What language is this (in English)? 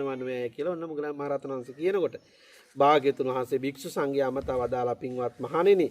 Sinhala